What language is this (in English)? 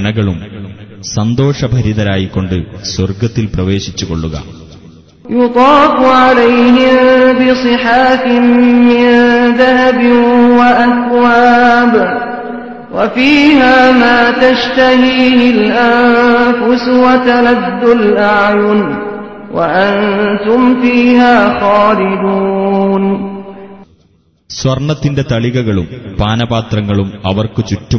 Malayalam